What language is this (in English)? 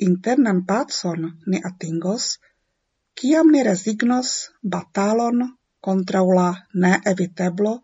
Esperanto